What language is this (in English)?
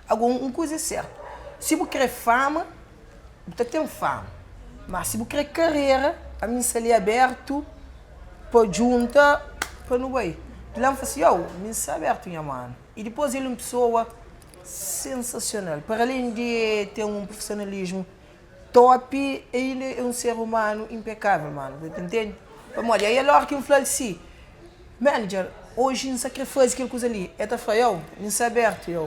Kabuverdianu